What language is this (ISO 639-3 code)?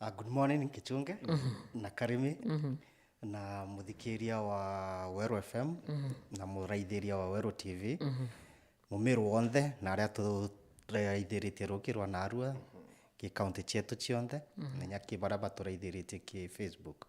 mer